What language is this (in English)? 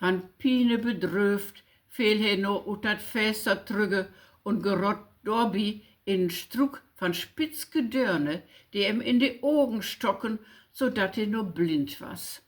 Low German